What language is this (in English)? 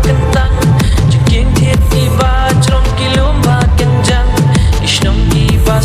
Khasi